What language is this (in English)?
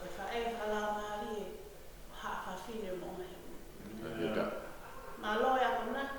Tongan